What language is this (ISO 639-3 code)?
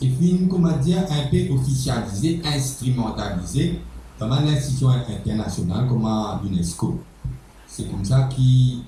mfe